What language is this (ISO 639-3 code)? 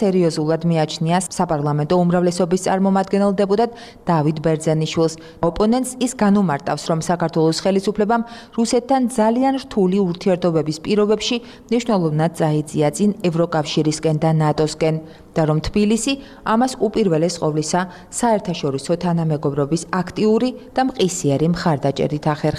kat